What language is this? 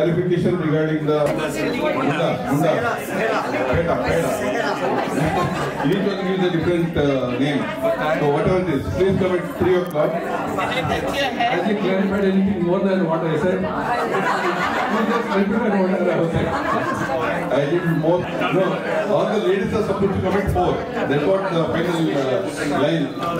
English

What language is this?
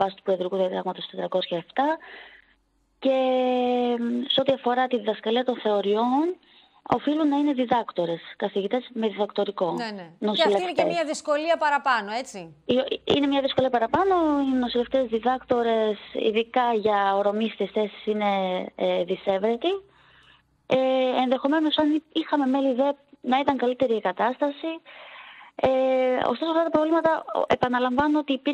Greek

